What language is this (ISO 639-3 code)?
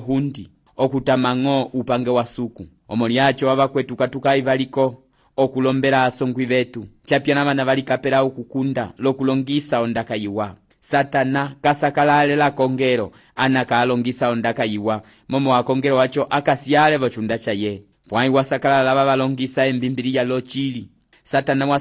umb